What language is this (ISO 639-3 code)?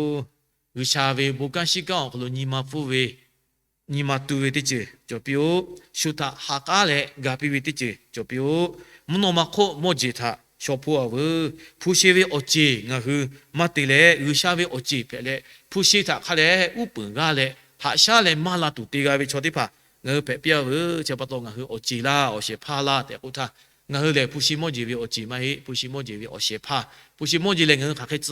lhu